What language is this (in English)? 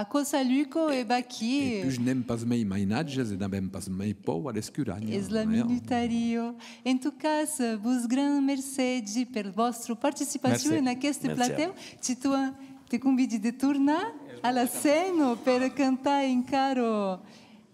Occitan